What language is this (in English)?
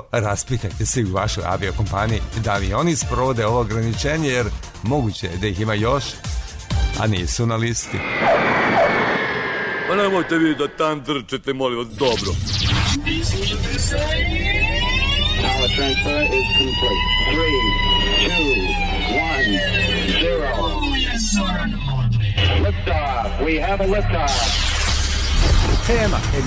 Serbian